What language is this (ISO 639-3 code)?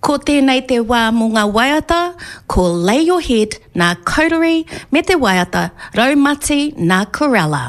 mri